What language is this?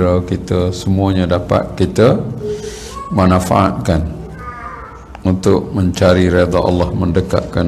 Malay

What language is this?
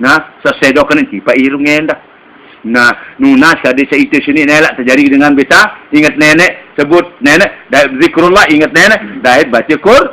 Sasak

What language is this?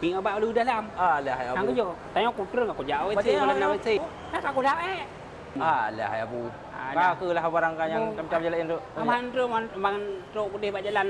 Achinese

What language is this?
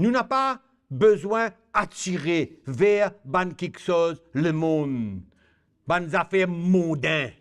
Morisyen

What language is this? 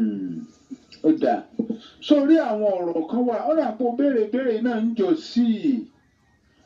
Yoruba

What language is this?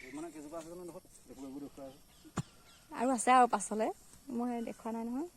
Assamese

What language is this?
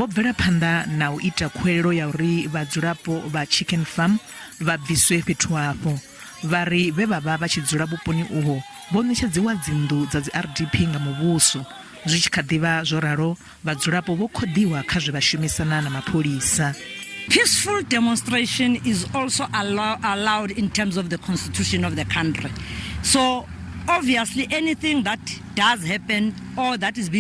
Venda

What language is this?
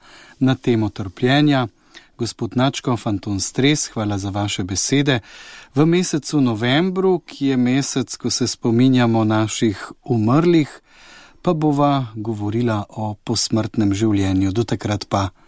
Slovenian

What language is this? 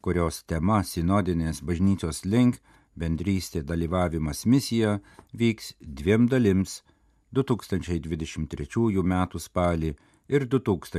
Lithuanian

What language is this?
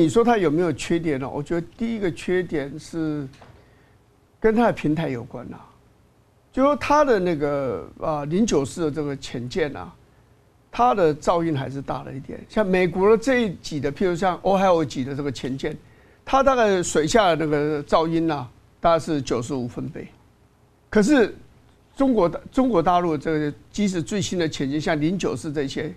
Chinese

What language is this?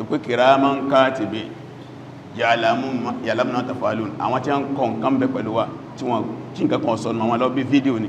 Yoruba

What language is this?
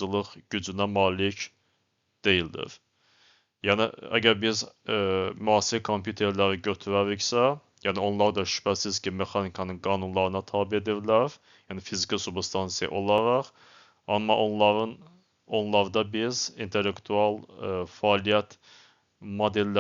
Azerbaijani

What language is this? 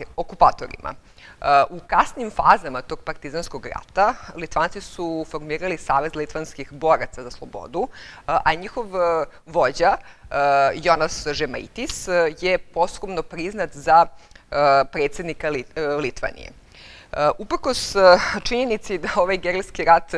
Serbian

